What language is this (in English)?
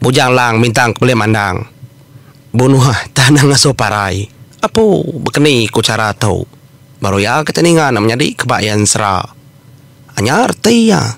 Iban